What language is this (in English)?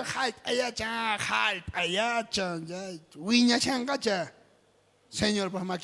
South Bolivian Quechua